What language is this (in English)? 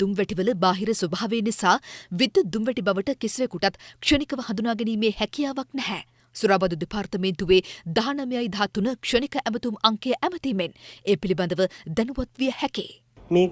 Sinhala